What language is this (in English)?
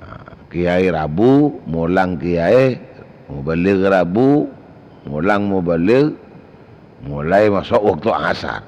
Madurese